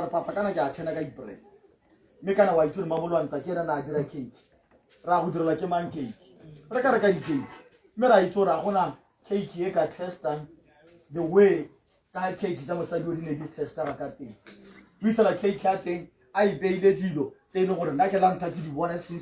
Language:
Tswana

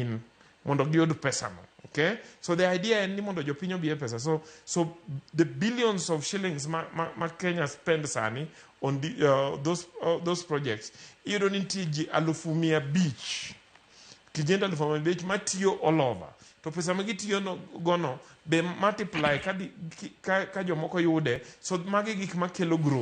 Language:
Luo (Kenya and Tanzania)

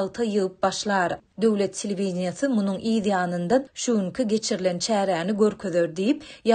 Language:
Turkmen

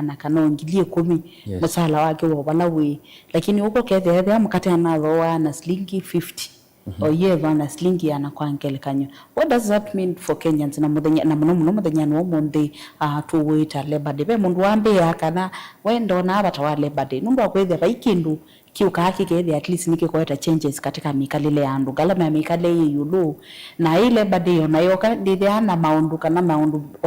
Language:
Kamba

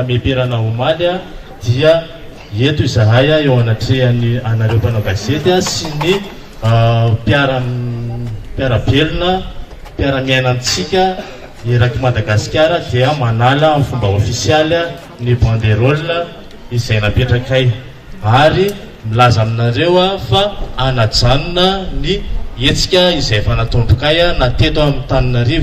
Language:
Malagasy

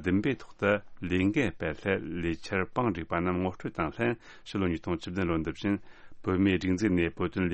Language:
Tibetan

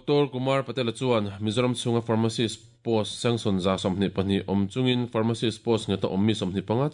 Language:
Mizo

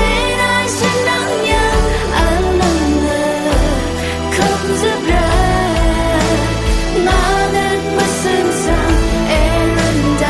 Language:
Rawang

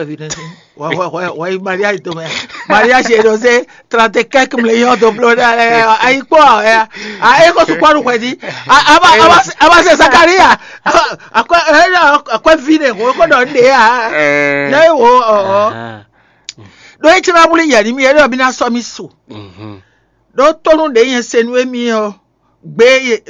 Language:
Fon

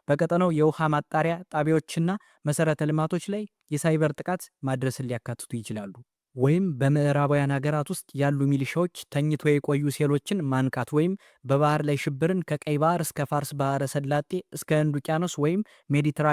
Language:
Amharic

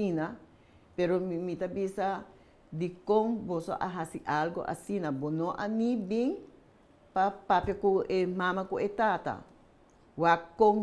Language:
Papiamento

